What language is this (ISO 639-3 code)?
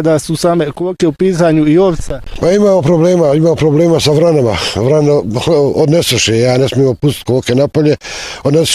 bos